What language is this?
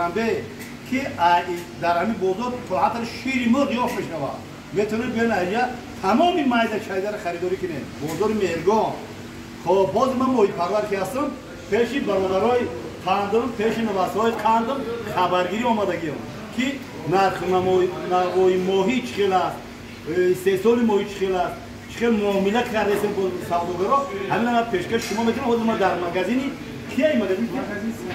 Tajik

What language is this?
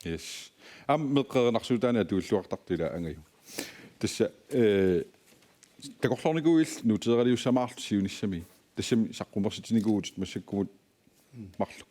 Kalaallisut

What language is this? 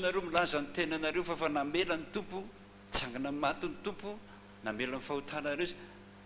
Malagasy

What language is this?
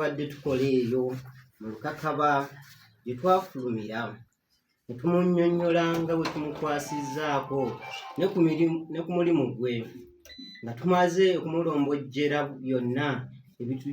Ganda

